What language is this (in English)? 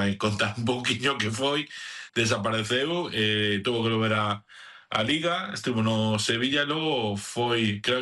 Galician